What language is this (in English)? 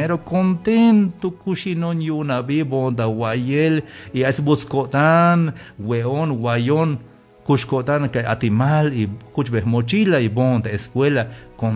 Tzeltal